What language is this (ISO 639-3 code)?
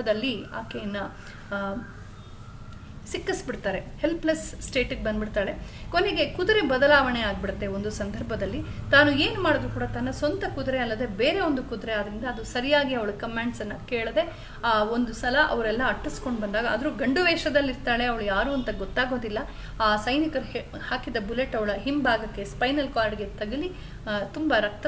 kan